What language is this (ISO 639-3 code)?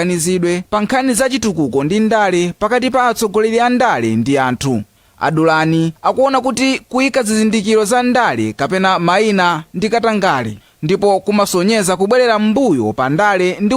nya